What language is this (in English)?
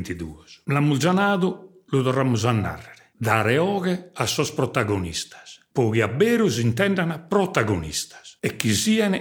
Sardinian